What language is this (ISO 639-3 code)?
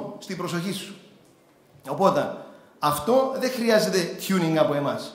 ell